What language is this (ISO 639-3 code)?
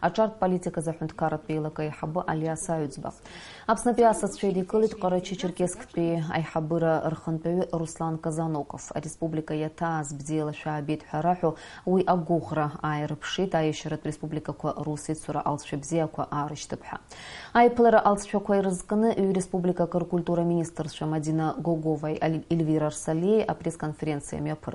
abk